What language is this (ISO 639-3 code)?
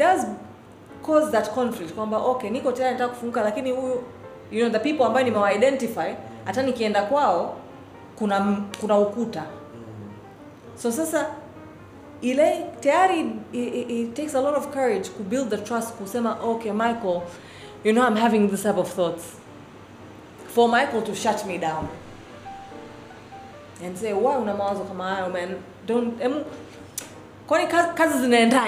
swa